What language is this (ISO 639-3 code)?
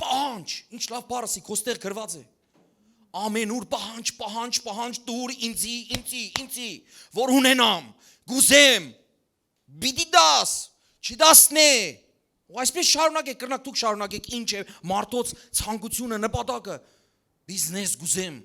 hyw